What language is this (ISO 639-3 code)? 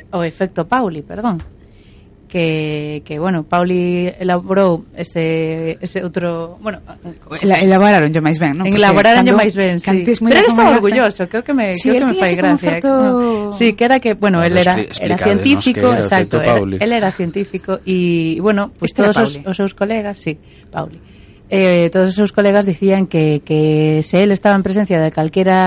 glg